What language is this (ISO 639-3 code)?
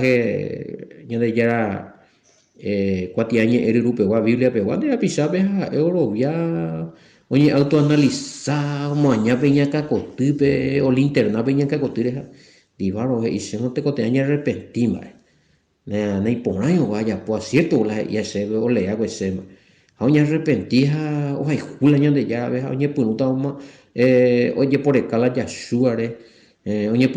grn